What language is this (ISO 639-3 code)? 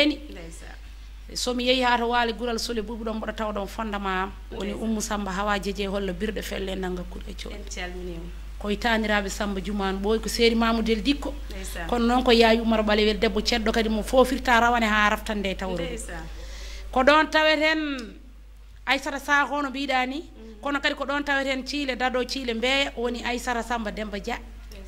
ful